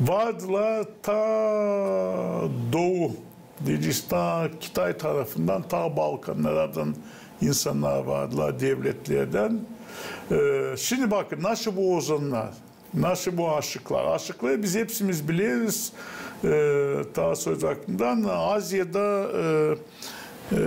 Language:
Gagauz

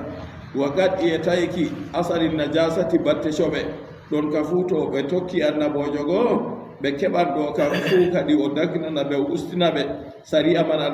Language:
Fula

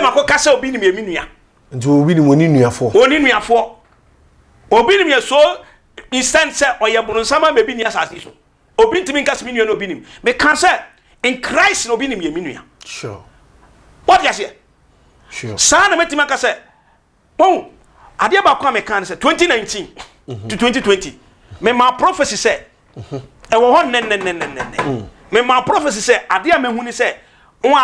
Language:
Akan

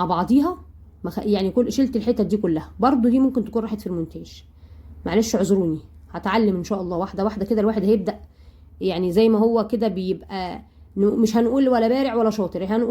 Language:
Egyptian Arabic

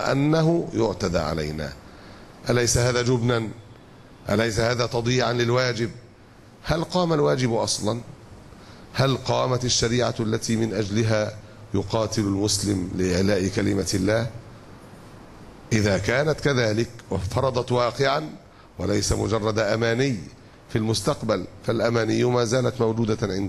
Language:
Arabic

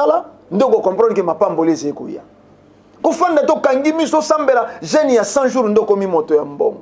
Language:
Lingala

